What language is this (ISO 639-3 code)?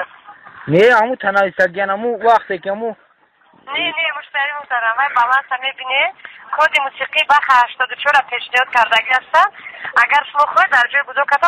tgk